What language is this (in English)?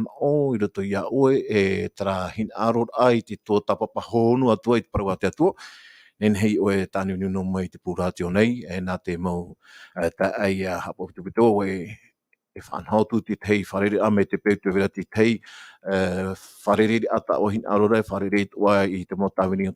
Tahitian